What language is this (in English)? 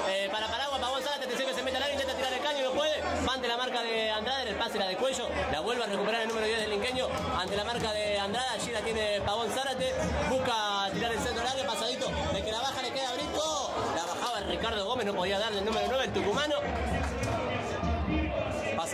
Spanish